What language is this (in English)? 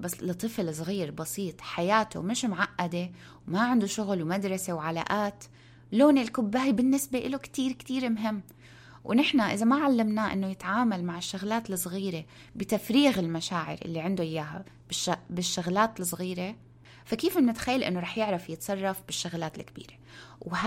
North Levantine Arabic